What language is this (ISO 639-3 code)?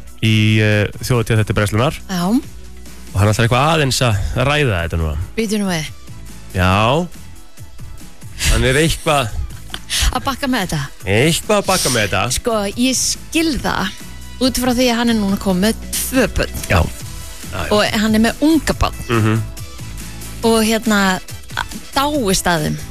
isl